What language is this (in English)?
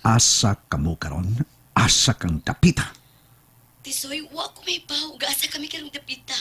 Cebuano